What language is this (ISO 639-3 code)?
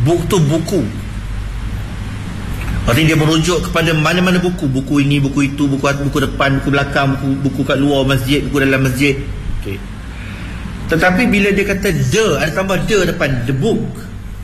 msa